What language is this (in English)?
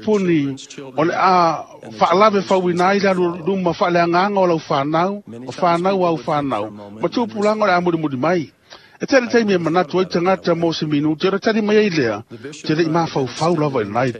Samoan